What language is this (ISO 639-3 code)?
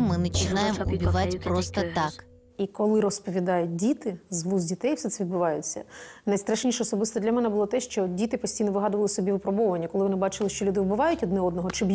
ukr